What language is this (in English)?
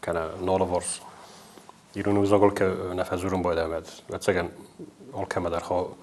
Ossetic